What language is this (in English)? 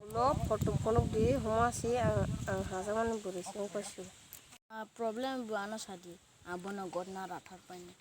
Kok Borok